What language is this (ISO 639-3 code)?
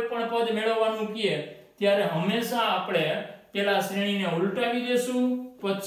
guj